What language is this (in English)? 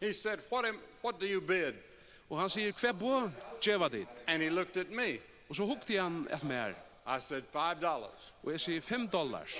Faroese